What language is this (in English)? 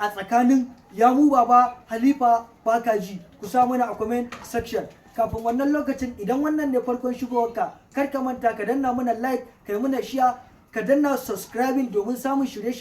Hausa